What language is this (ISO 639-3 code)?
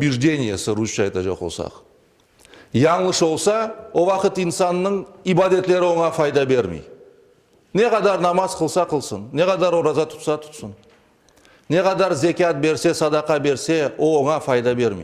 crh